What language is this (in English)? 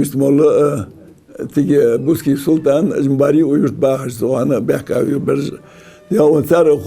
Ingush